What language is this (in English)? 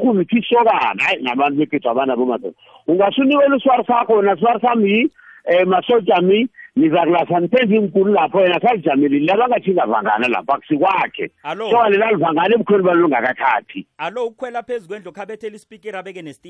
South Ndebele